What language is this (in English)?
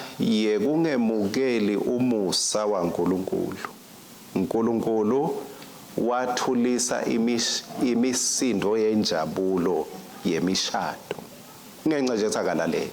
Swati